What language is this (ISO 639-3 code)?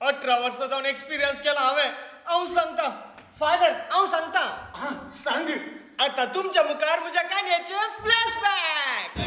kok